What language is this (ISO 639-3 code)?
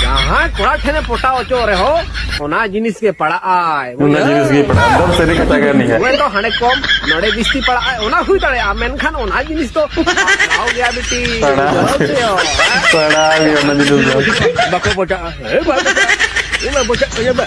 sat